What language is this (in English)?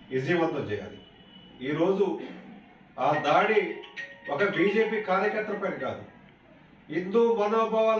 Telugu